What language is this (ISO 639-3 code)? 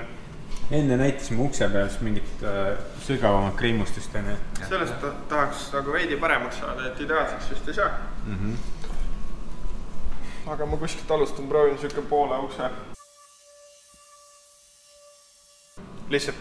est